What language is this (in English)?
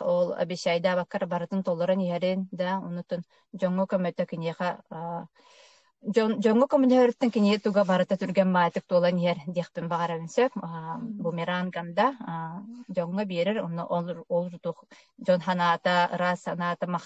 Yakut